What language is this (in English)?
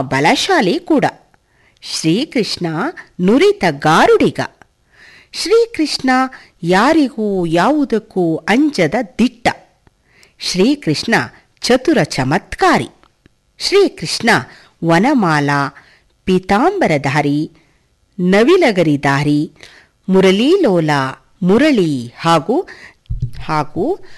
Kannada